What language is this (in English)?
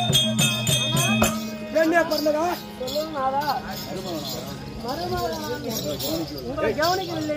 Tamil